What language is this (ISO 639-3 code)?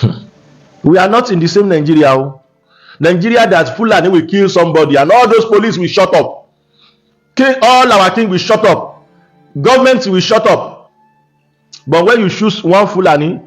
yor